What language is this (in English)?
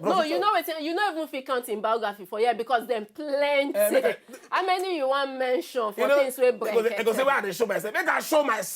Nigerian Pidgin